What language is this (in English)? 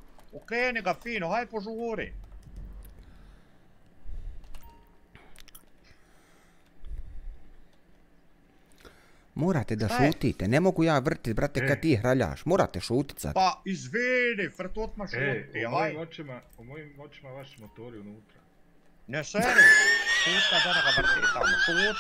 Bosnian